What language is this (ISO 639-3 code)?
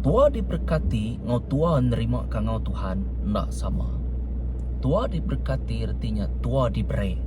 iba